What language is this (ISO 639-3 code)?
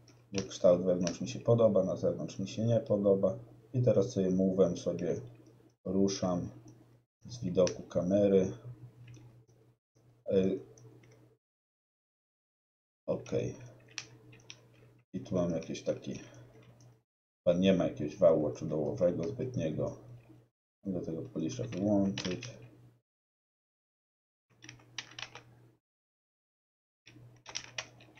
pol